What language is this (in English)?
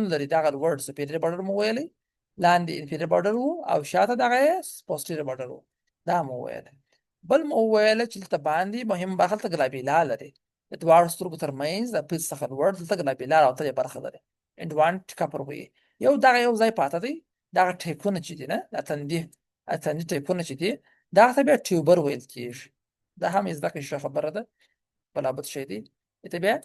Pashto